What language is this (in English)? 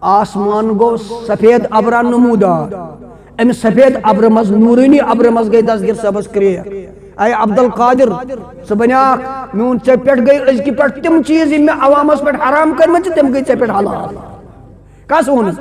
Kashmiri